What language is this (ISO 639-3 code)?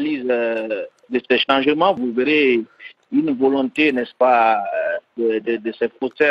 fra